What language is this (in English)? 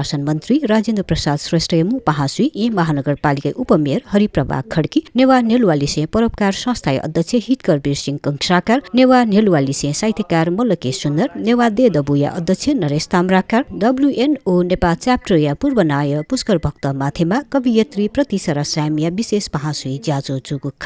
Newari